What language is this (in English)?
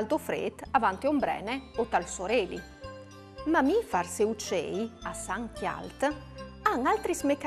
Friulian